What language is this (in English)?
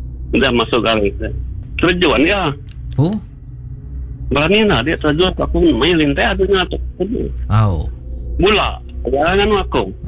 Iban